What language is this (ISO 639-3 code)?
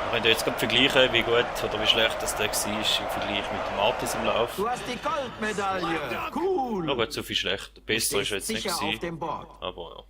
gsw